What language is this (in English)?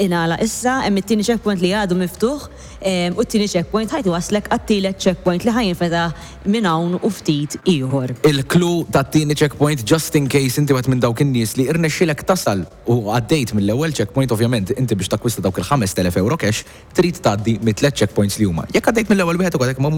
Maltese